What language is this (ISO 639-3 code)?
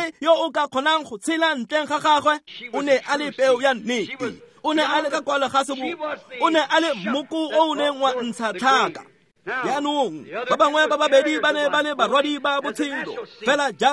tsn